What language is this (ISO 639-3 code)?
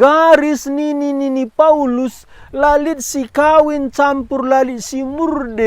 btx